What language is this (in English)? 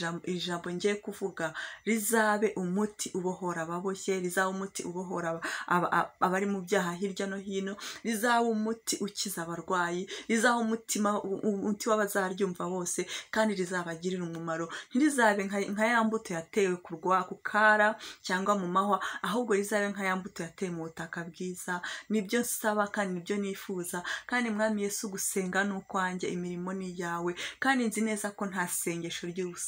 Kinyarwanda